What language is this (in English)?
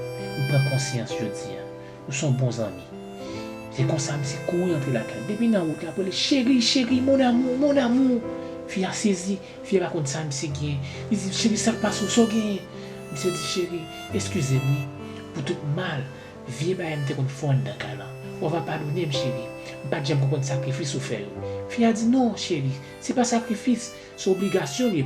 Haitian Creole